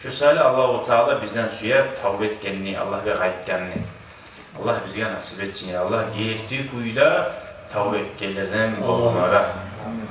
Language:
Kumyk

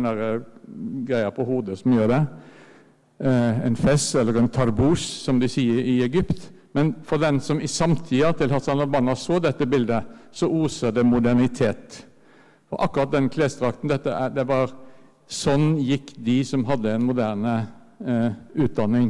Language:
Norwegian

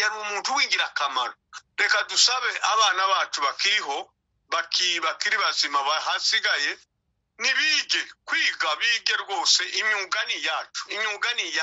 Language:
Kinyarwanda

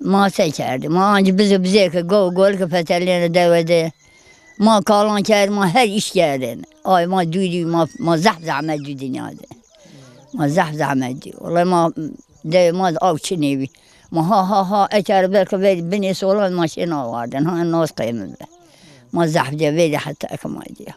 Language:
Zaza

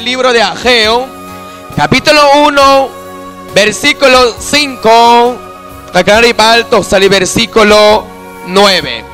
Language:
Kekchí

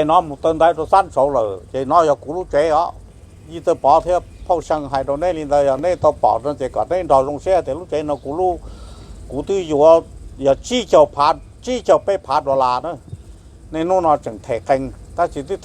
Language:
Hmong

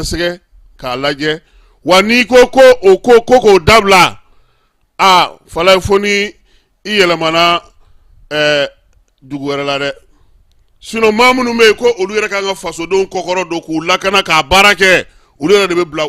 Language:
Bambara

